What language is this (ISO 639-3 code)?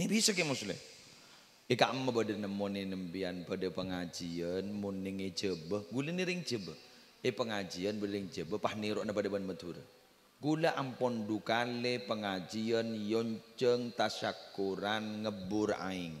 mad